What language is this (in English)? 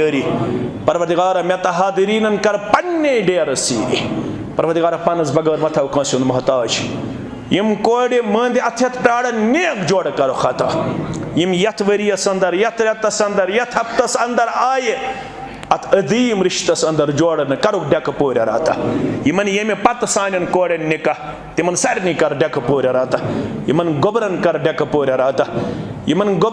Kashmiri